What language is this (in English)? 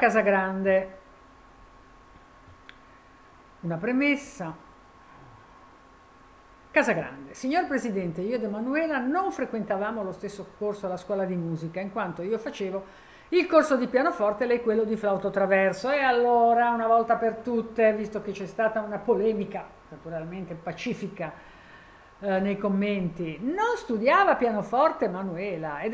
Italian